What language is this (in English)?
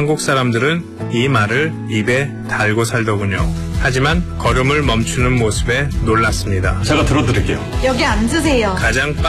Korean